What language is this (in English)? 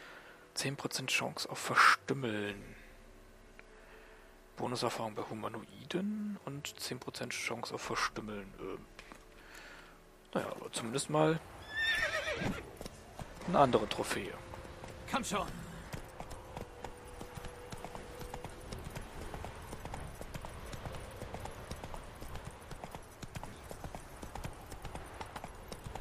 German